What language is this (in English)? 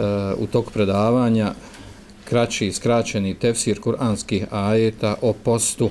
Bosnian